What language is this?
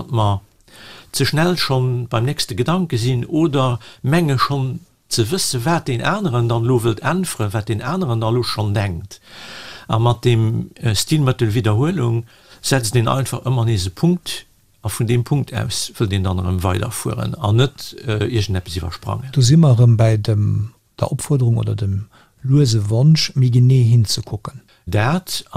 Luxembourgish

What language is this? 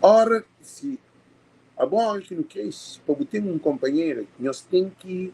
Kabuverdianu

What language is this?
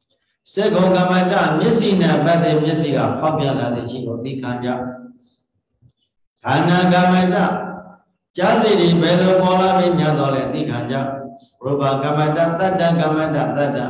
Burmese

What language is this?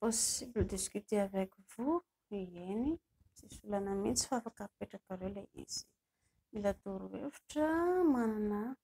Malagasy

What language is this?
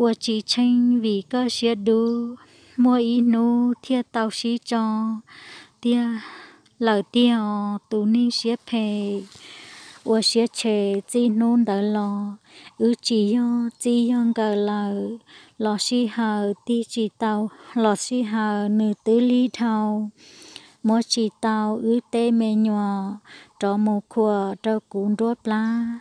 Hmong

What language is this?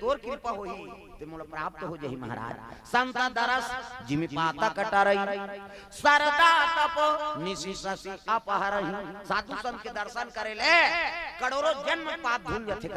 Chhattisgarhi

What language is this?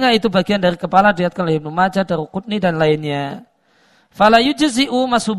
Indonesian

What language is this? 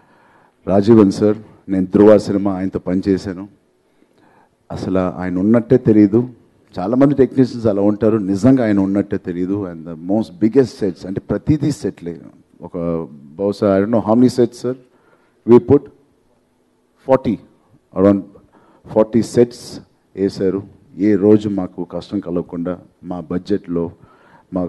Telugu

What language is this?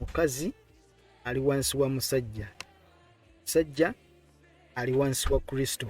Ganda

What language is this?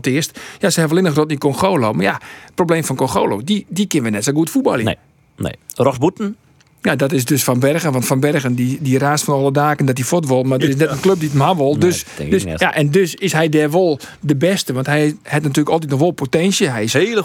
Western Frisian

